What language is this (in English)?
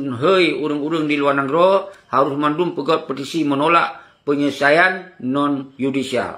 Achinese